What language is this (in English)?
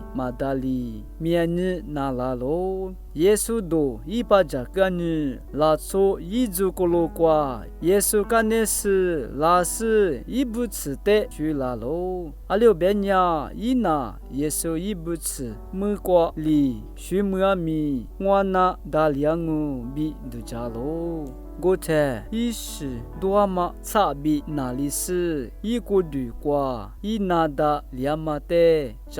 Lisu